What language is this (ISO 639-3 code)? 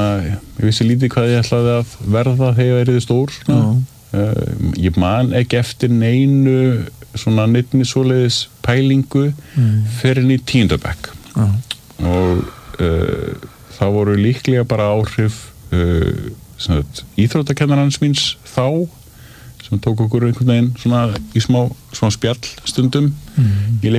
isl